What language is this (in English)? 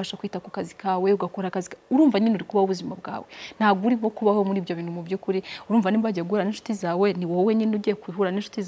Kinyarwanda